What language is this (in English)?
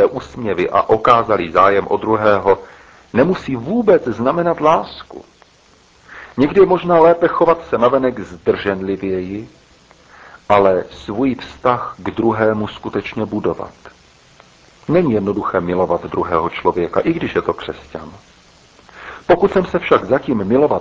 Czech